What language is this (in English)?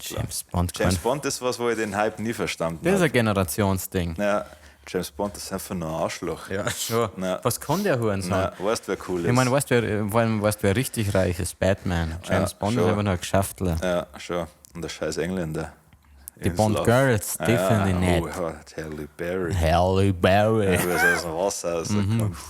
Bavarian